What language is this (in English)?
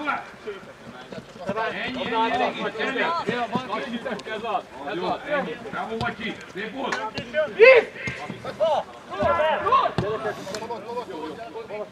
Hungarian